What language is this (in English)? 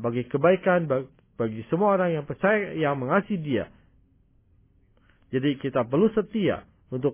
Indonesian